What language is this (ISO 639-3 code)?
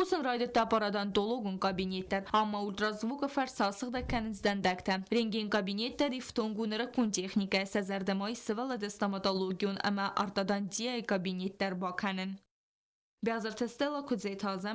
oss